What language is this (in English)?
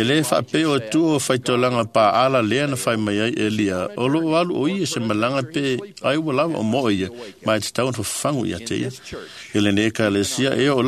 Samoan